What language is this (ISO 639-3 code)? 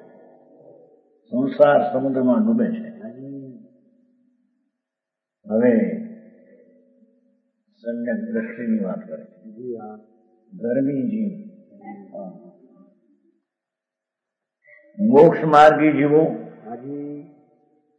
guj